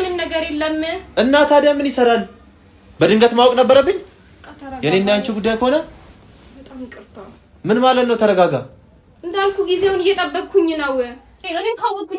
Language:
Amharic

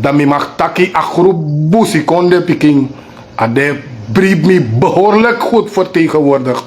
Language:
Sranan Tongo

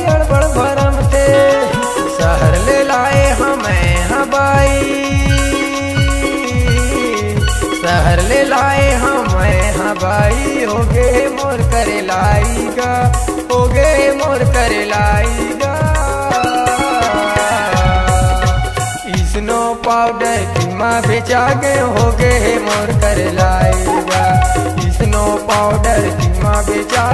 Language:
Chhattisgarhi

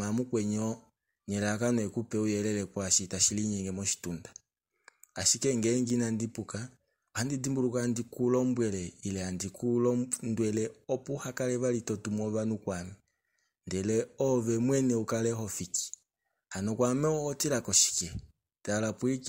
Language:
Kuanyama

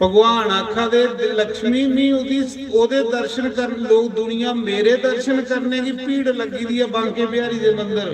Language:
Dogri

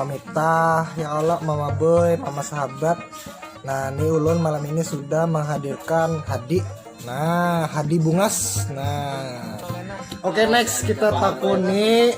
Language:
Banjar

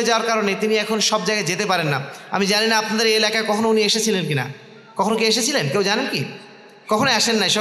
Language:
Bangla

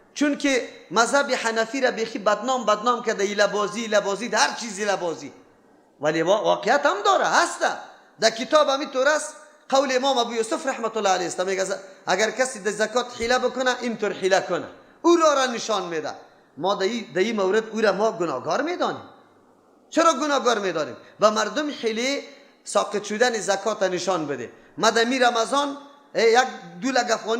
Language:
Persian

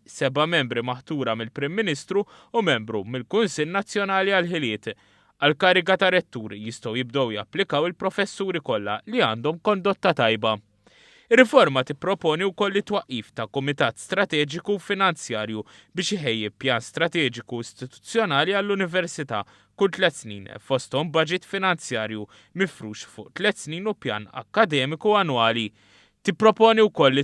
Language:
Maltese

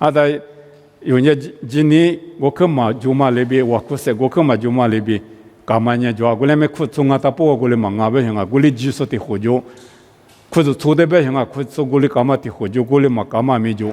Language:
Lisu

